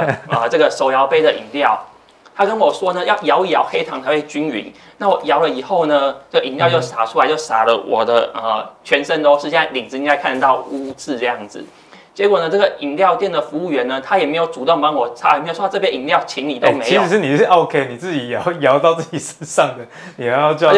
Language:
Chinese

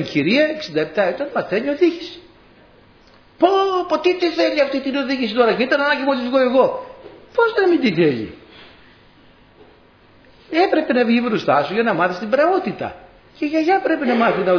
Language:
Greek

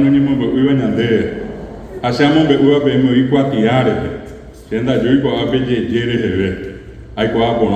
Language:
Guarani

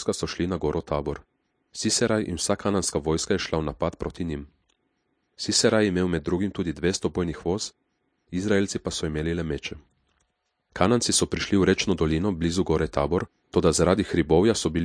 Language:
Slovenian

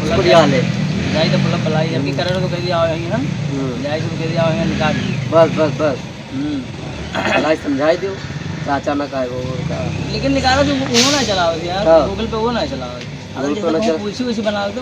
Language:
Awadhi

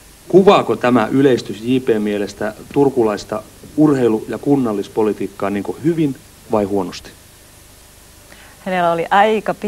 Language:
Finnish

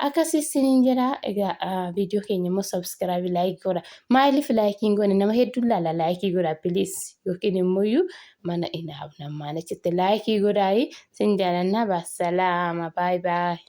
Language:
Oromo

